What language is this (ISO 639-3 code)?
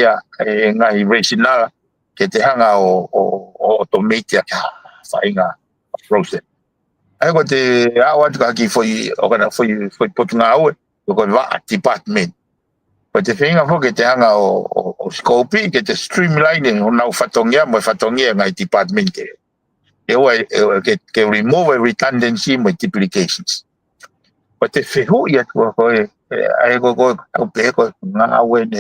ton